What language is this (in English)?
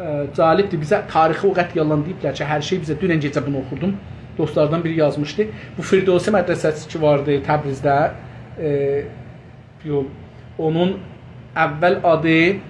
South Azerbaijani